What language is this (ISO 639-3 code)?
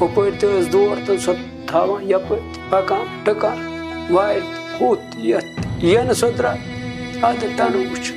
kas